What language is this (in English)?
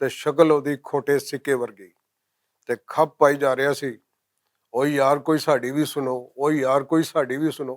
Western Panjabi